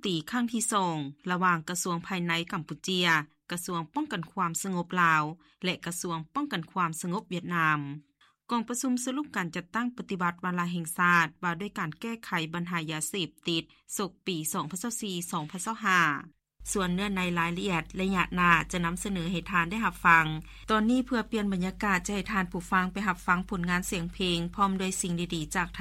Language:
Lao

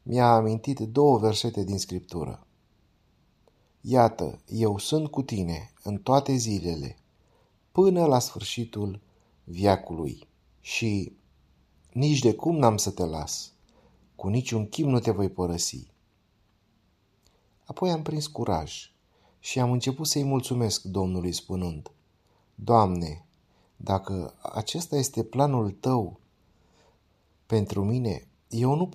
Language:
Romanian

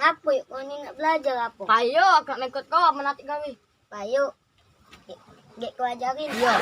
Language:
Musi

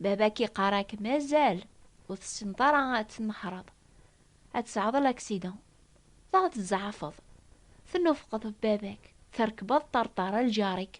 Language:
Kabyle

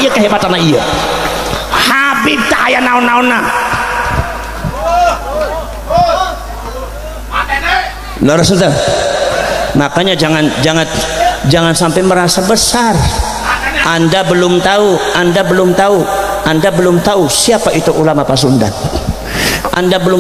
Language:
Indonesian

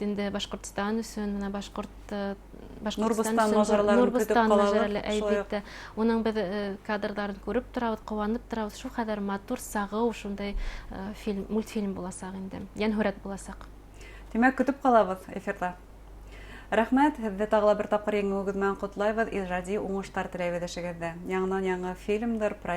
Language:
Bashkir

